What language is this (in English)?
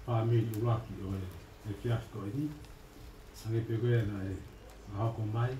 Tongan